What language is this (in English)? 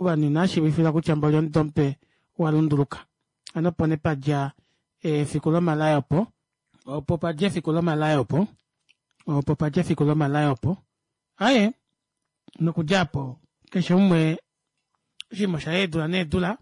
Kuanyama